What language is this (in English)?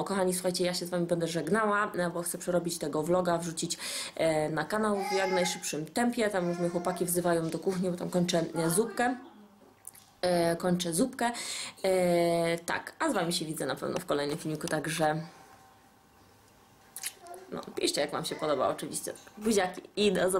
Polish